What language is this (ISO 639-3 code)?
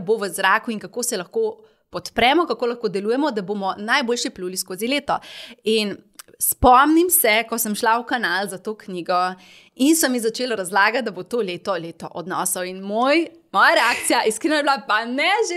slv